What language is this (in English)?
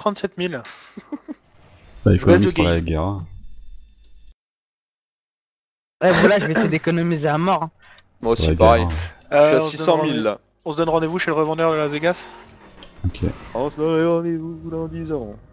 French